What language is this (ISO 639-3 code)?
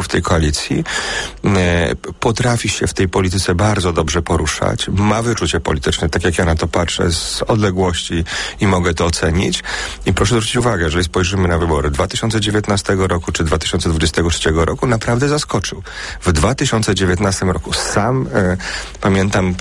pol